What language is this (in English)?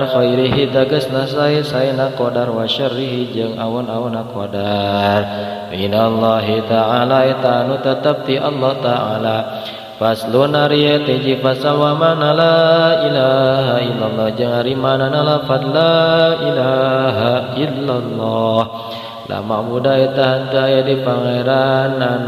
Sundanese